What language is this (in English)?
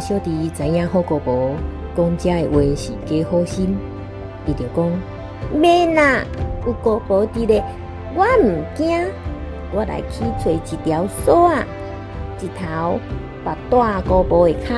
Min Nan Chinese